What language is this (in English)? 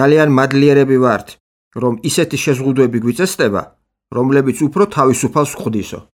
Georgian